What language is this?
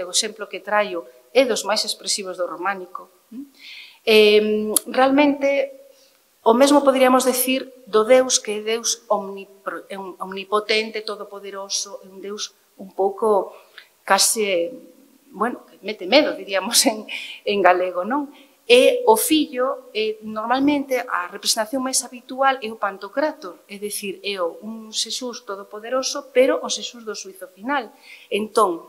Galician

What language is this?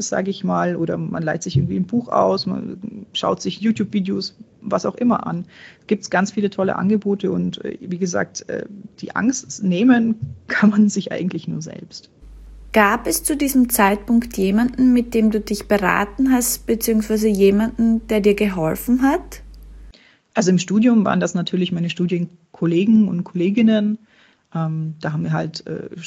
German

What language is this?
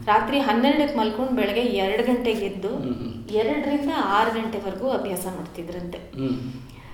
Kannada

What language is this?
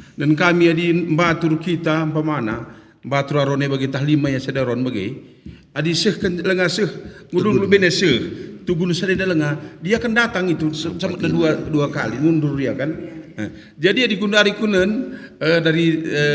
Batak Karo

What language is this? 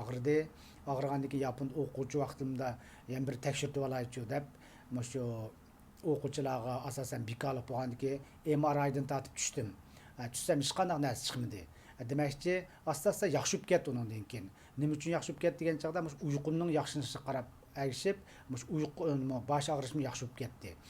Uyghur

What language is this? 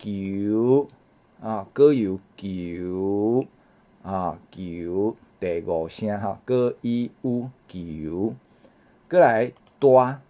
Min Nan Chinese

